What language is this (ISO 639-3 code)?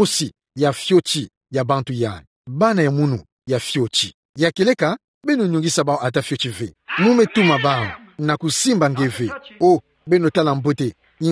ktu